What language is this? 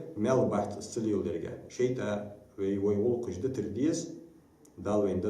Ingush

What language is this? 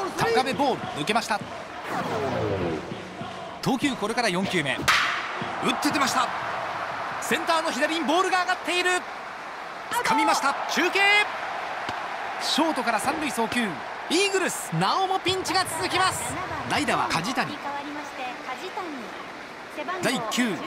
Japanese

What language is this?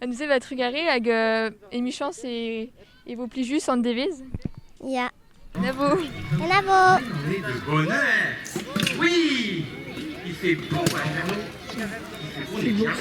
Breton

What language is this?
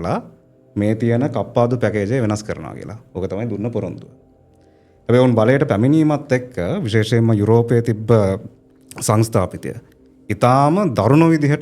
Sinhala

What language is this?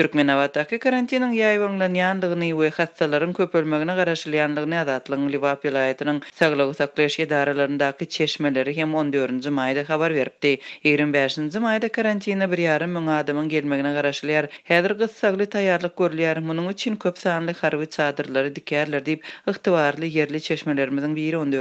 Turkmen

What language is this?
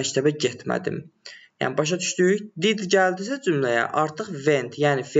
Azerbaijani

